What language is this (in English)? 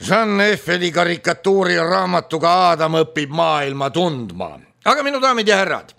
Estonian